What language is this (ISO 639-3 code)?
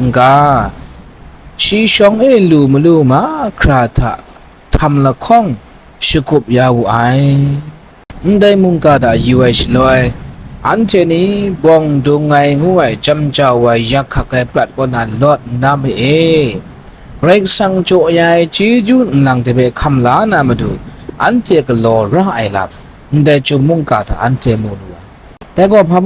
kac